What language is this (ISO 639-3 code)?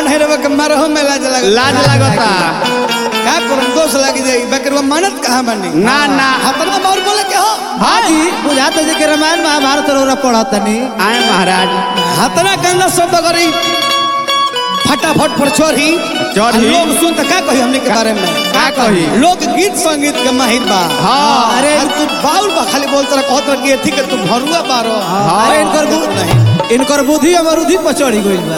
bho